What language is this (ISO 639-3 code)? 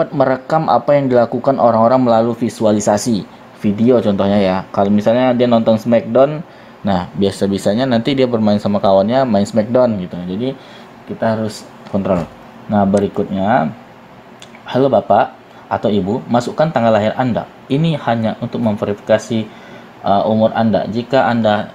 ind